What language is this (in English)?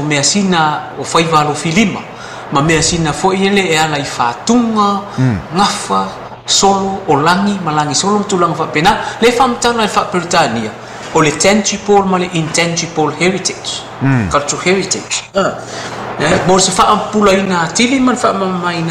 Samoan